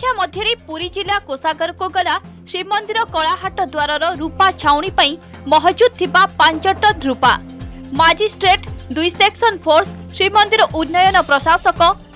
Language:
Odia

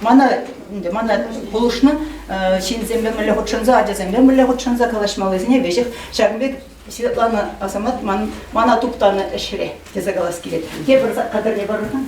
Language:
Chuvash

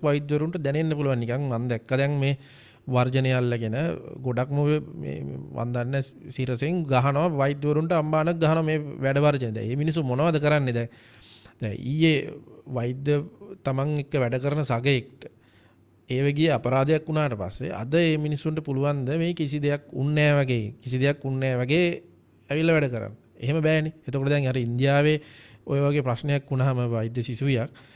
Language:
Sinhala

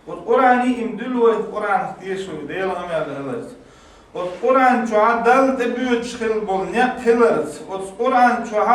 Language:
Chechen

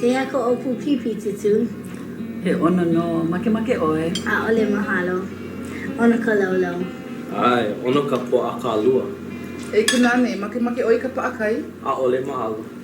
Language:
Hawaiian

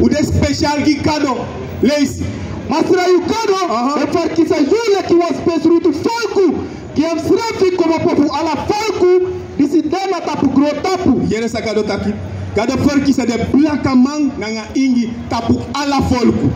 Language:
Sranan Tongo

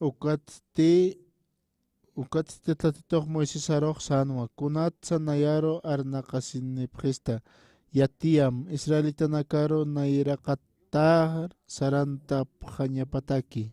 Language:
Aymara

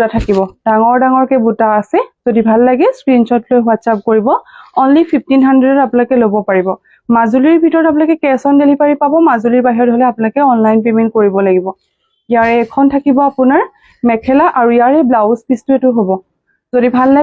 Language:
Assamese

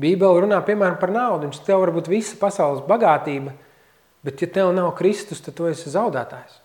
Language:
Latvian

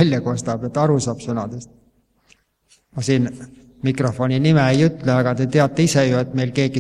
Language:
Estonian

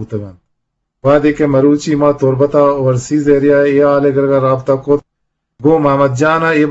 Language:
Eastern Balochi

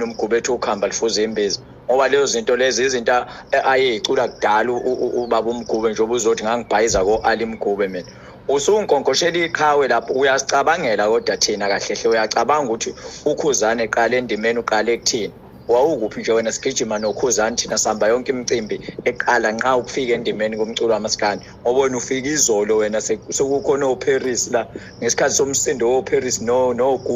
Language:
Zulu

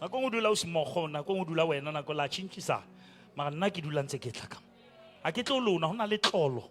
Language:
Southern Sotho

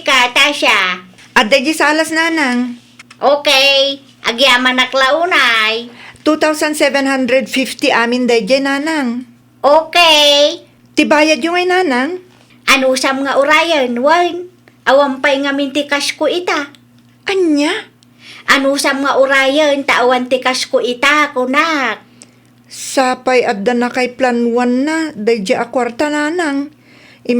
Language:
Iloko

